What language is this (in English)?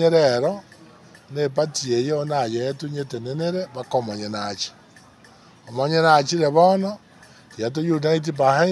Gusii